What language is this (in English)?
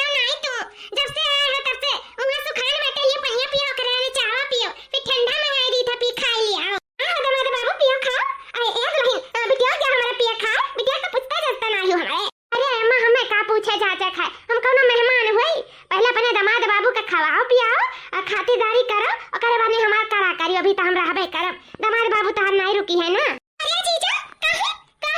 Awadhi